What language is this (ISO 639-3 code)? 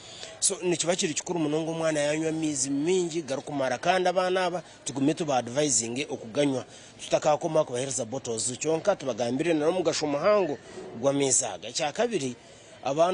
nyn